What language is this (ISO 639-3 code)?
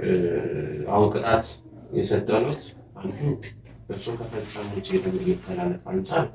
amh